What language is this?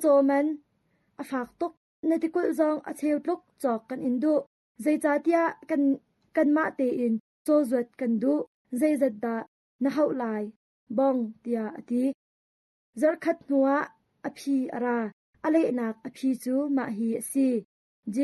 Hakha Chin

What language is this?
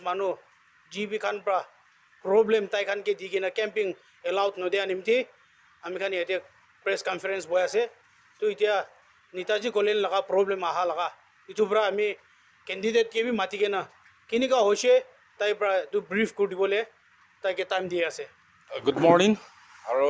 Naga Pidgin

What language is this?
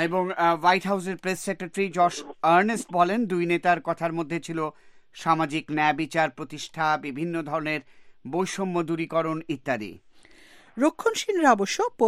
Bangla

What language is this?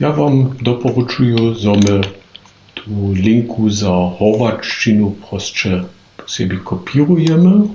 Upper Sorbian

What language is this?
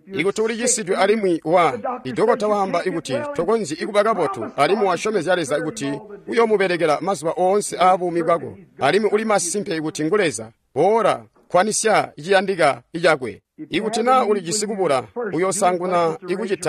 Tonga (Zambia)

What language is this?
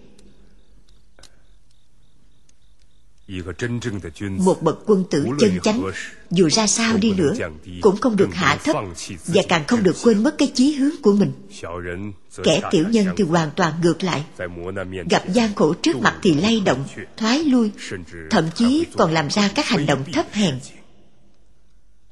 Vietnamese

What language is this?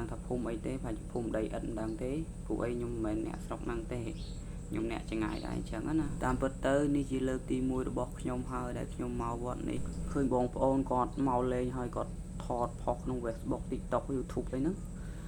Khmer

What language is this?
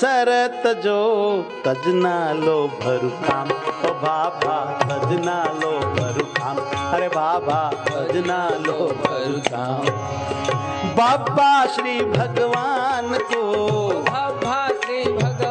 Gujarati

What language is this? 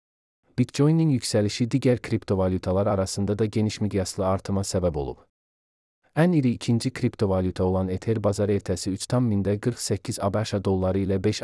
Azerbaijani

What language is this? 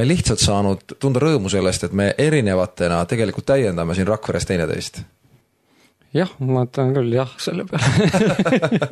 Estonian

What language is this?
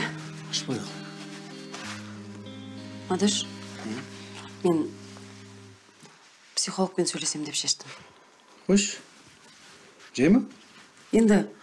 Kazakh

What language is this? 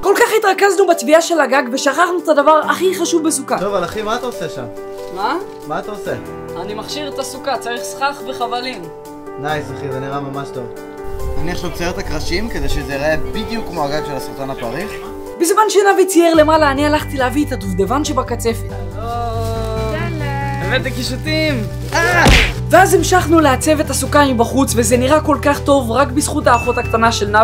Hebrew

